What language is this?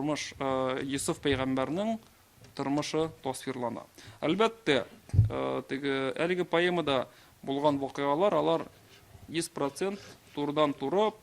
Tatar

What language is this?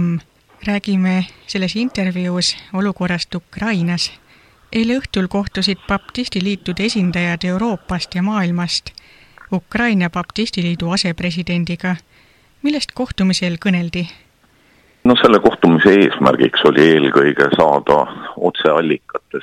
Estonian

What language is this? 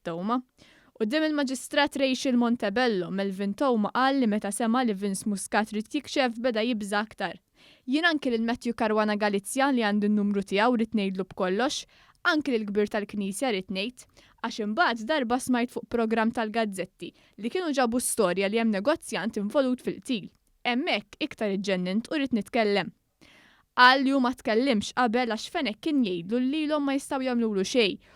Maltese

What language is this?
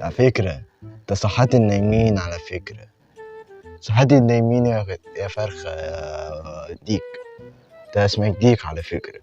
Egyptian Arabic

